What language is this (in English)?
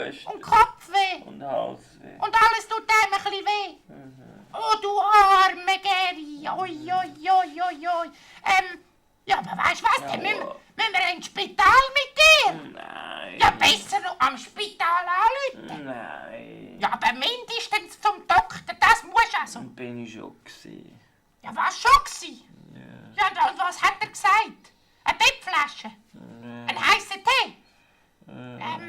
Swiss German